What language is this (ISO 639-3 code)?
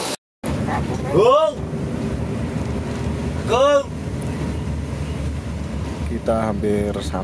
ind